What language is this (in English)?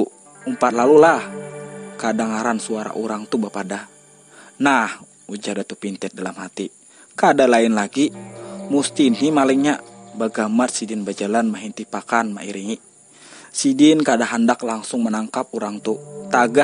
Banjar